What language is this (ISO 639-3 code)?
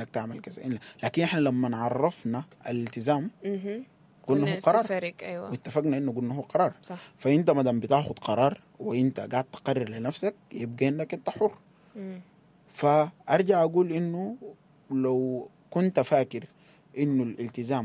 apd